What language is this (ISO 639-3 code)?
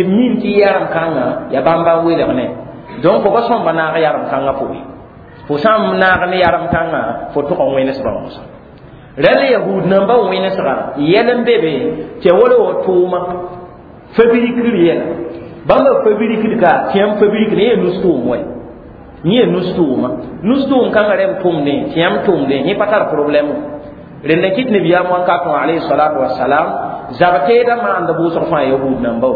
mos